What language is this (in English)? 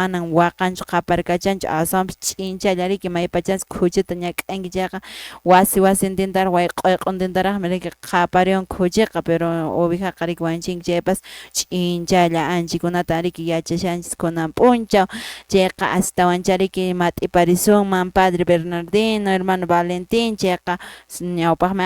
Quechua